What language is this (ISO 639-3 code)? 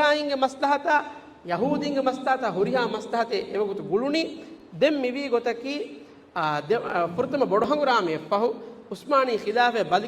div